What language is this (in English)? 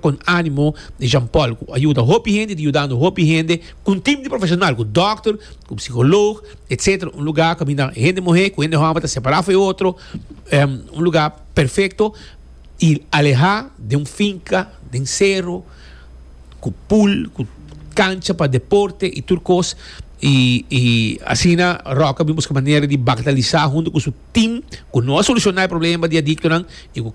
Papiamento